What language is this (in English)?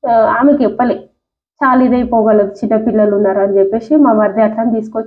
Telugu